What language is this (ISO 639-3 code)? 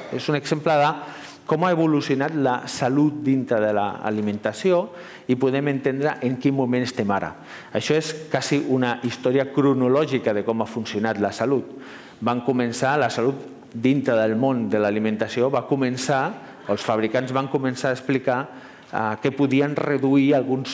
cat